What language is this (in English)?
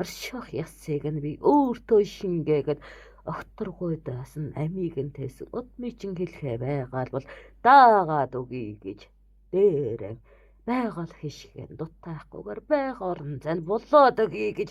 Mongolian